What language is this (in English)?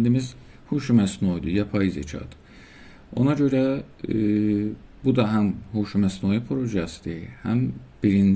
South Azerbaijani